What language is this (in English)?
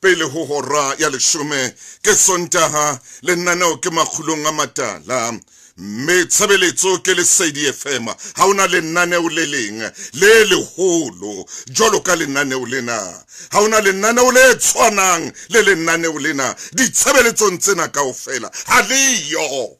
Southern Sotho